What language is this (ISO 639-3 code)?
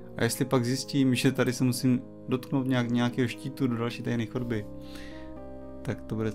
ces